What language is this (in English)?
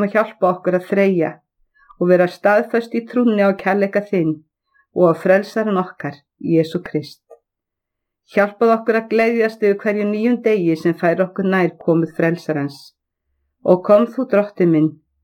Icelandic